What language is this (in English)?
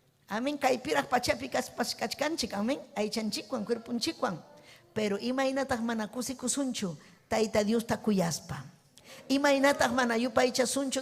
Ayacucho Quechua